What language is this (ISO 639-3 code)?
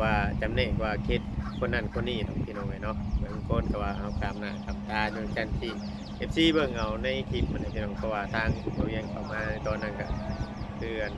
tts